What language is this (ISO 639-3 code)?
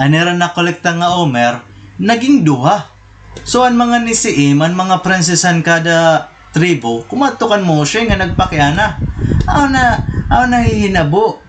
war